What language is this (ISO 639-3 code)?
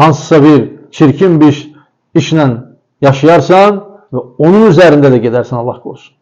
aze